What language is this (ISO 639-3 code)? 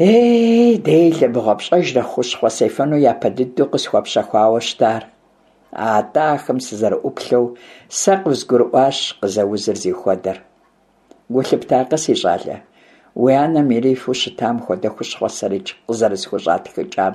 kbd